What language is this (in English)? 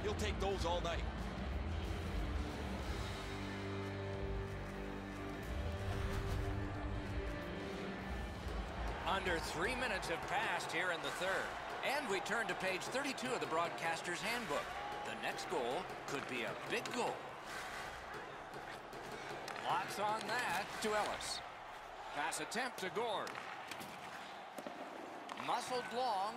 English